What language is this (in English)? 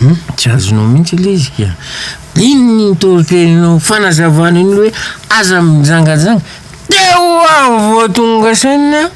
Malagasy